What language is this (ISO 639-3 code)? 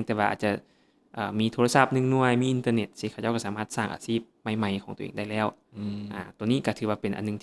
lao